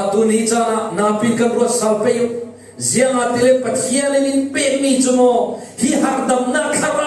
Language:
Falam Chin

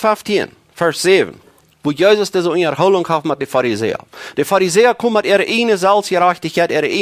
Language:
Plautdietsch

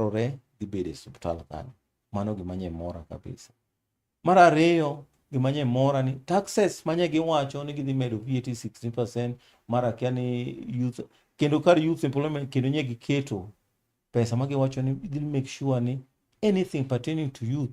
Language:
Luo (Kenya and Tanzania)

